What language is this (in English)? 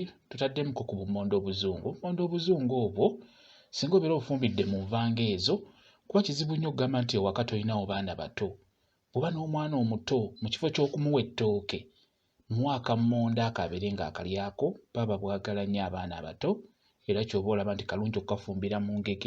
Ganda